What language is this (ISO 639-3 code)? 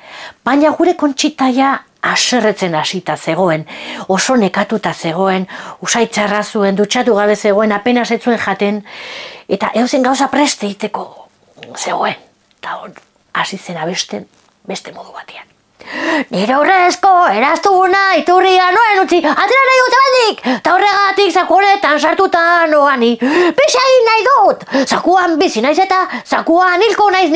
eus